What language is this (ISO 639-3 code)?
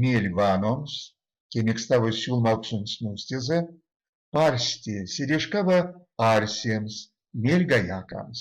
myv